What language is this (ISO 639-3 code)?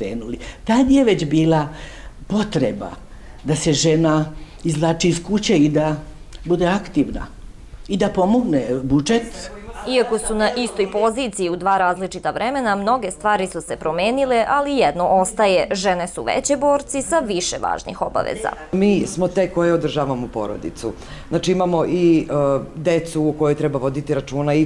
srp